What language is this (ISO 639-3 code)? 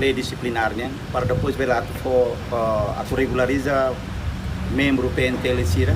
tet